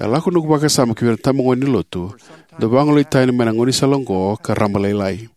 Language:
Fijian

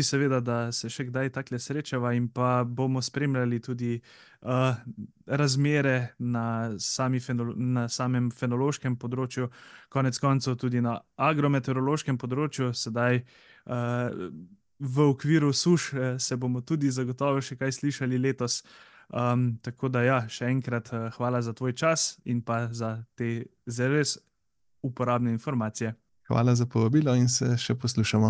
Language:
Slovenian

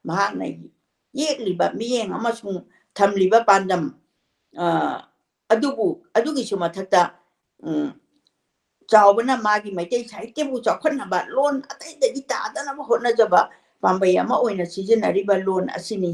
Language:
Manipuri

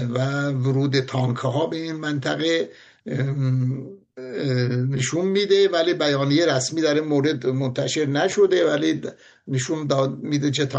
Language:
Persian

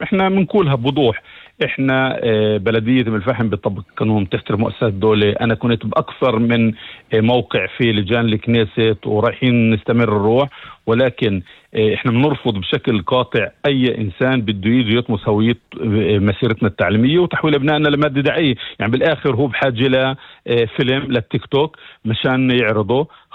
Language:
North Levantine Arabic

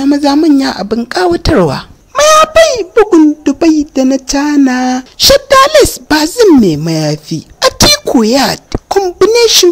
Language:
Hausa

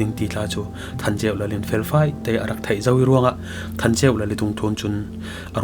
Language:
Falam Chin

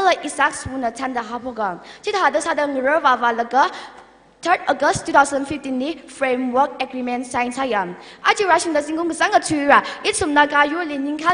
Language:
Tangkhul Naga (India)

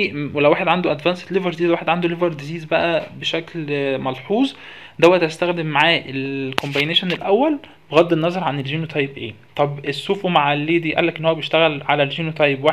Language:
Egyptian Arabic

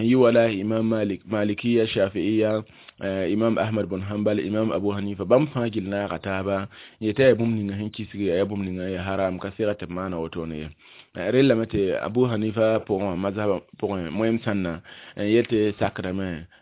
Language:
Mossi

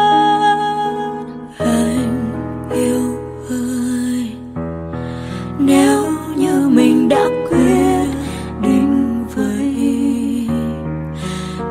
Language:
Vietnamese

